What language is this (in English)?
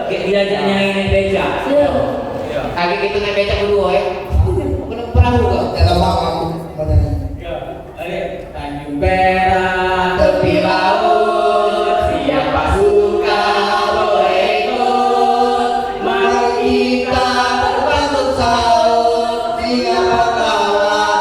Musi